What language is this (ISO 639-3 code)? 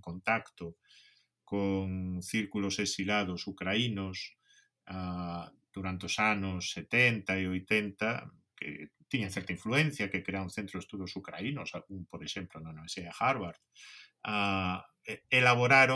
glg